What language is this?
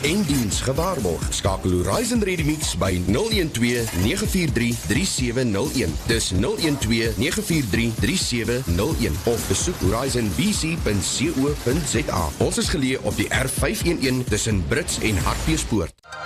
Afrikaans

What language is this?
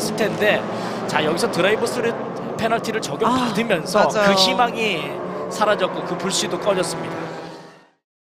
Korean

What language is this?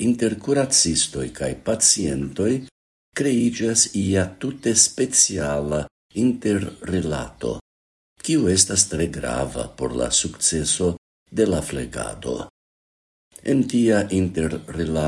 Esperanto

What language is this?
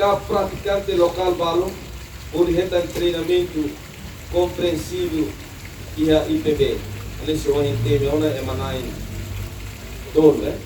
Tetum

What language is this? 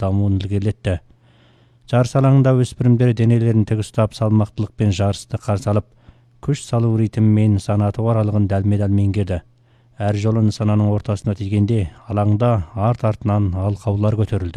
Kazakh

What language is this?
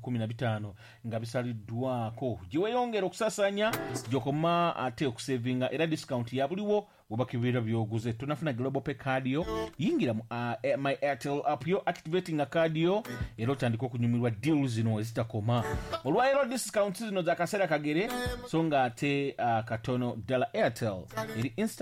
Ganda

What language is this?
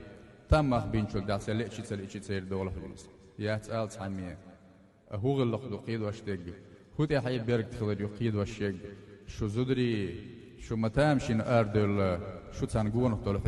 Chechen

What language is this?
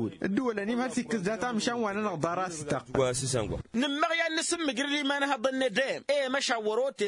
Tamasheq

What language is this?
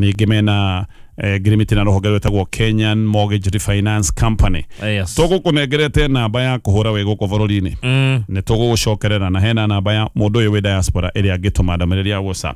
Kikuyu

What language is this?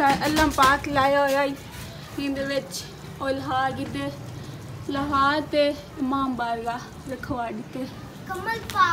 Saraiki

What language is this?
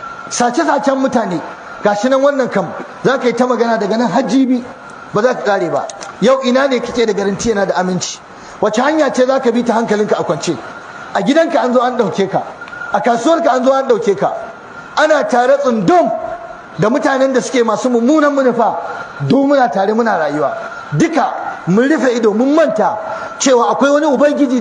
Hausa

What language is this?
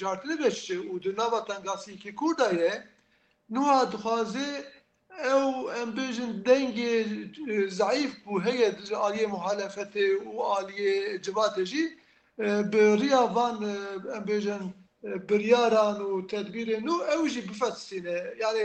Kurdish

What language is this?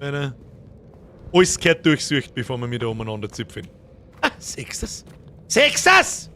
Bavarian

